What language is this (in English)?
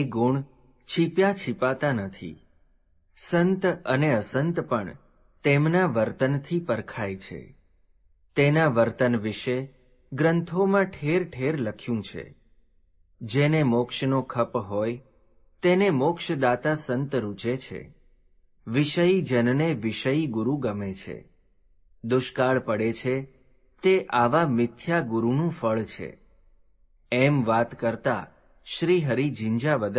Gujarati